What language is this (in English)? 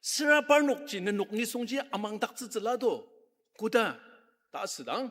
Ao Naga